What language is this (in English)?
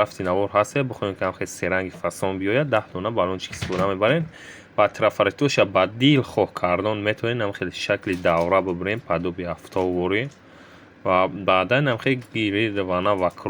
Tajik